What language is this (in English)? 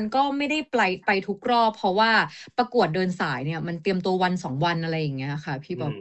Thai